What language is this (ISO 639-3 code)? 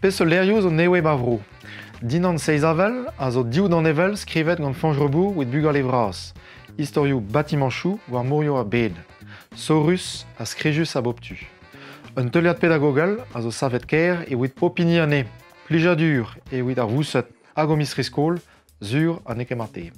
bre